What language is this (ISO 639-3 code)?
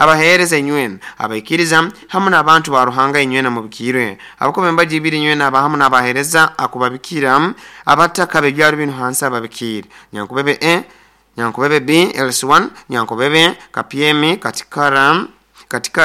nyo